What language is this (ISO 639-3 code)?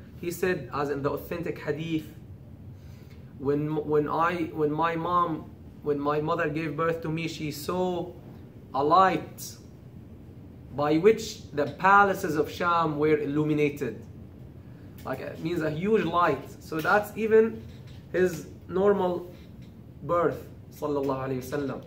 eng